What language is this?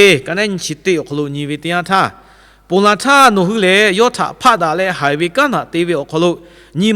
Lahu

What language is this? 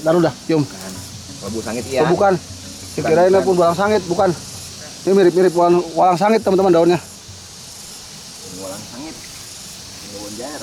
Betawi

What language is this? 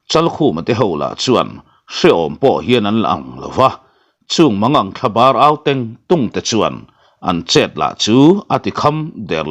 Mizo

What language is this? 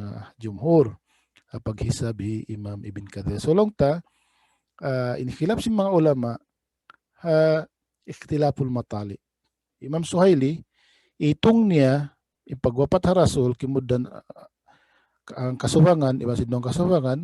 Tausug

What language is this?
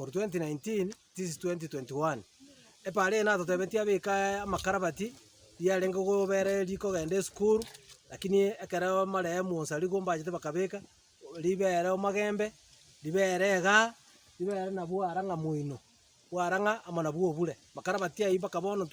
Gusii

